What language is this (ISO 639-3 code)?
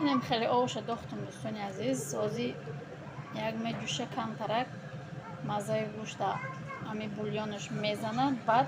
tgk